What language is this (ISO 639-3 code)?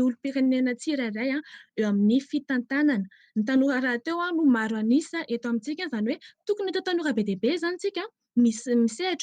mlg